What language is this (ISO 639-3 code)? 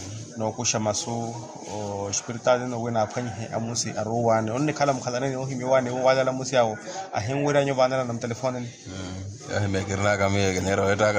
vmw